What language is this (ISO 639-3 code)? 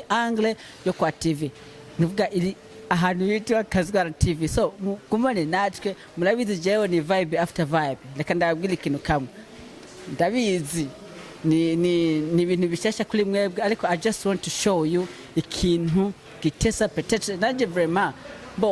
run